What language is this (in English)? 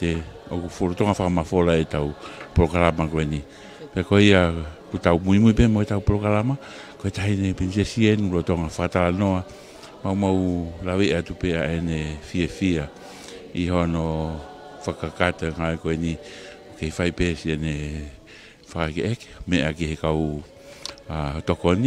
Tongan